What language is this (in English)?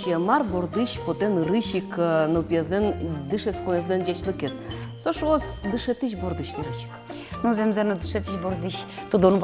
Udmurt